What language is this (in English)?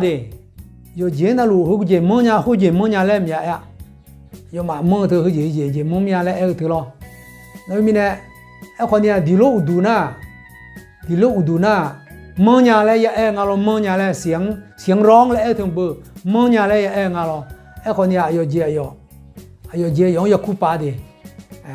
Akha